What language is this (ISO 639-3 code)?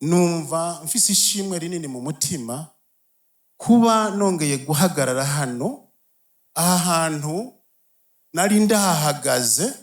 run